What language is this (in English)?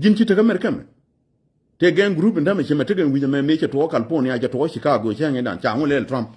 Nuer